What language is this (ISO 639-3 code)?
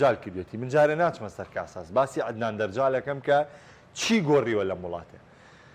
ckb